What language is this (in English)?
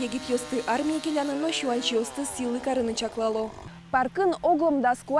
Udmurt